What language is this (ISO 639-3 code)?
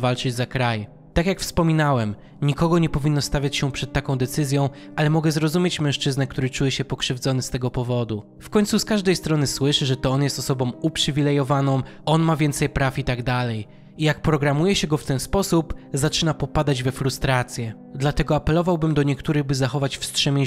pol